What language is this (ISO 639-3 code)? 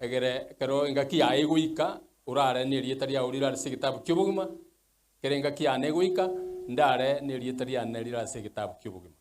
guz